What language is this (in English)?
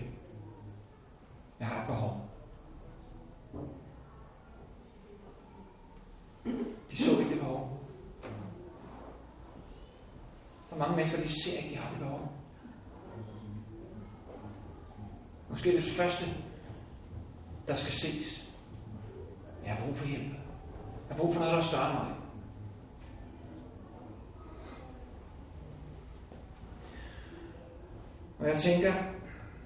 Danish